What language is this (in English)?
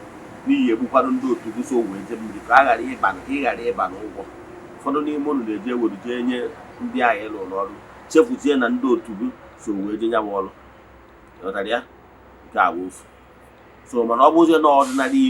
Igbo